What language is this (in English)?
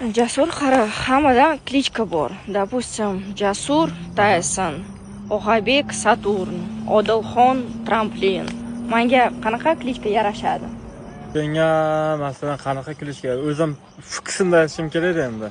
Uzbek